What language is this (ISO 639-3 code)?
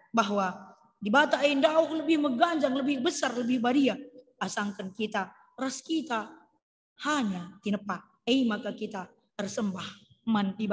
btx